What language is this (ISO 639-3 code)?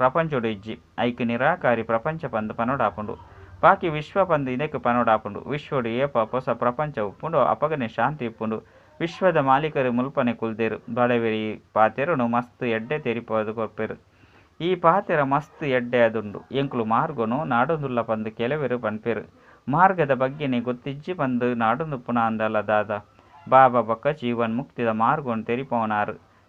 tcy